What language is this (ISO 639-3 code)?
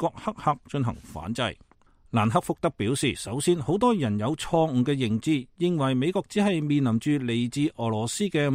yue